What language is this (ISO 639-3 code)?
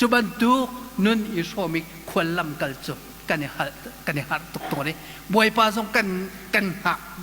cnh